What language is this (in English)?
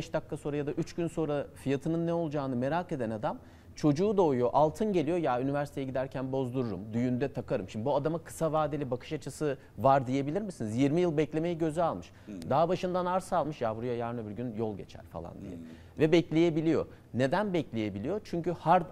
Turkish